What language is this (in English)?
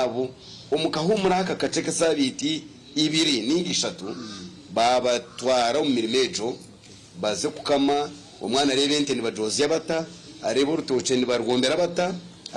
Nyankole